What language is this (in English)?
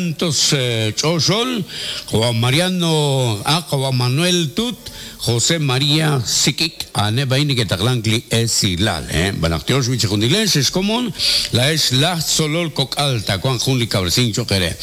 Kekchí